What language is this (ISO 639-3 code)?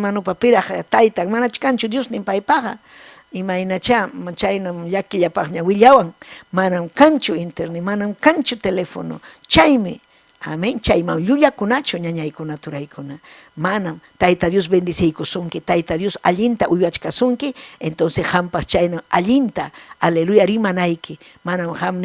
quy